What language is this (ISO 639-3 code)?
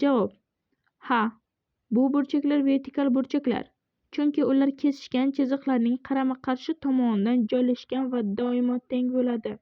uzb